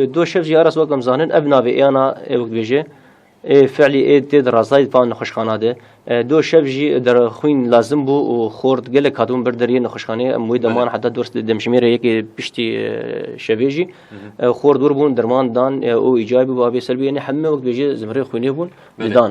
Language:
Kurdish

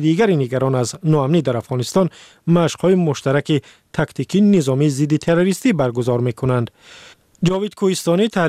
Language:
Persian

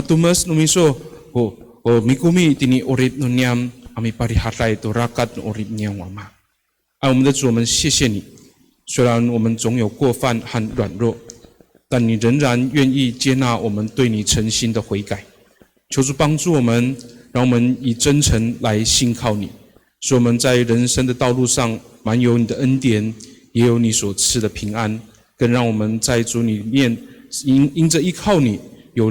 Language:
Amis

